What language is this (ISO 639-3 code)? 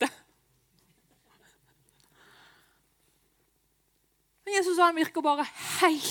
nor